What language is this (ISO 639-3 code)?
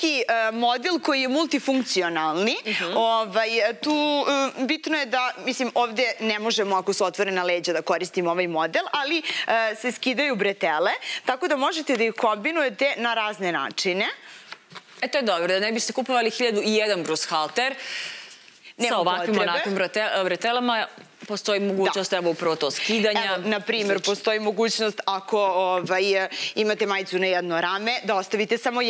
srp